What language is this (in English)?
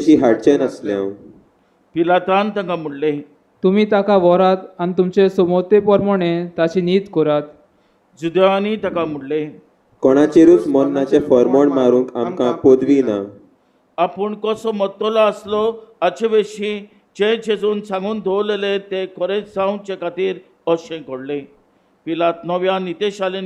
Konkani